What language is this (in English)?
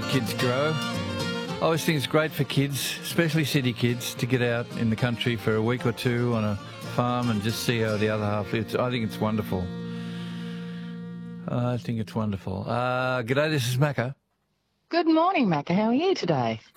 English